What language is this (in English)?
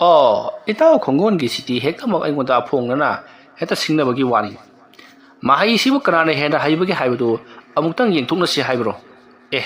Manipuri